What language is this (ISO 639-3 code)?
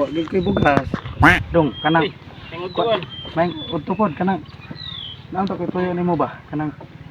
ceb